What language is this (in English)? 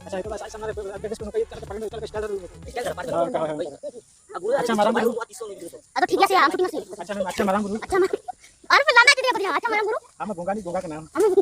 Santali